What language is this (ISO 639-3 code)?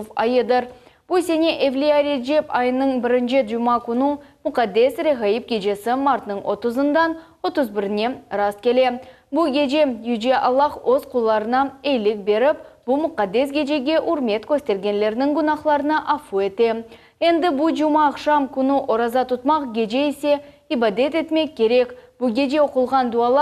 crh